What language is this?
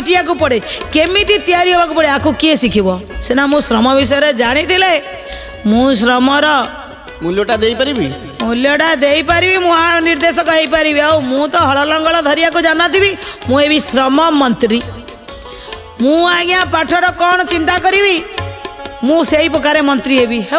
Odia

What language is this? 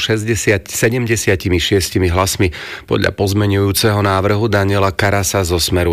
Slovak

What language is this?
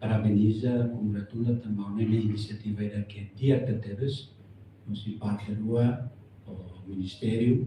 Tetum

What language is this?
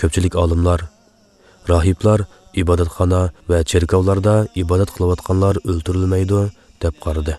Uyghur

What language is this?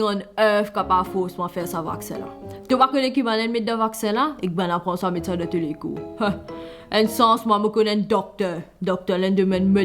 Morisyen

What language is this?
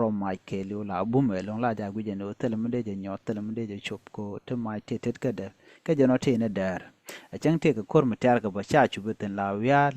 Nuer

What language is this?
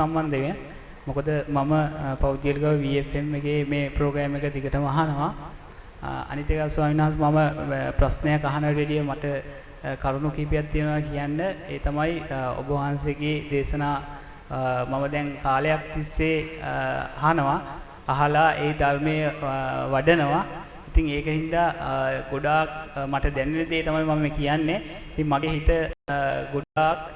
Sinhala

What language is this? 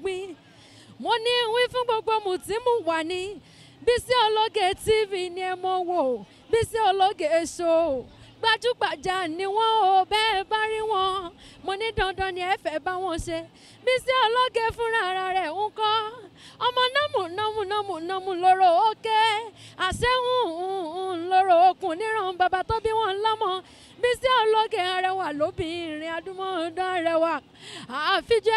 Yoruba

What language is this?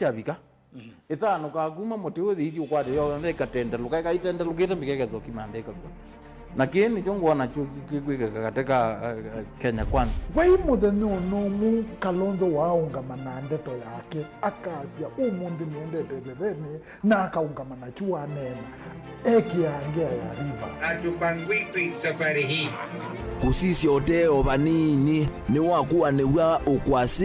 Kamba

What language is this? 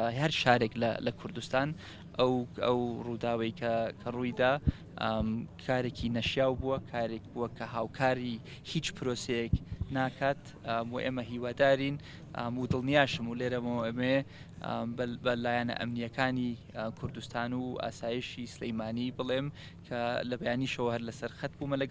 Central Kurdish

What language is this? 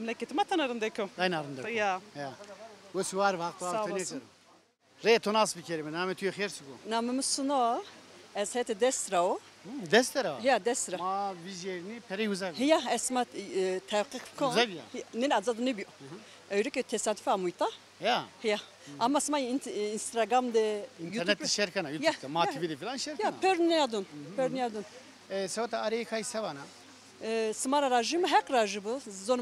Zaza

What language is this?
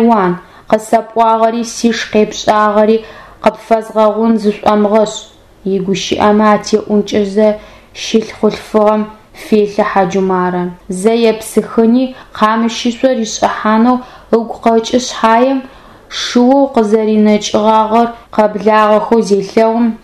Adyghe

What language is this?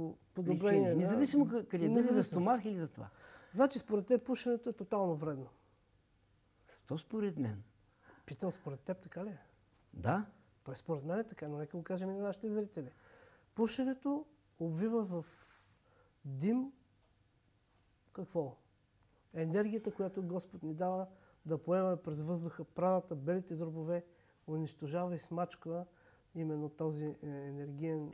Bulgarian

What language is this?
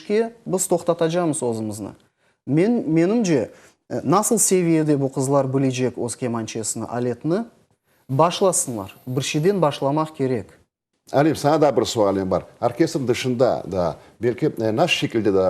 Crimean Tatar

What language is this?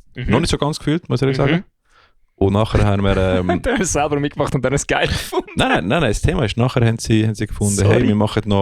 Swiss German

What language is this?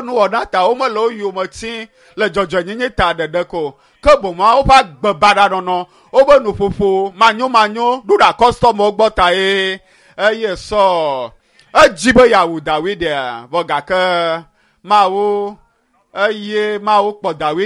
Ewe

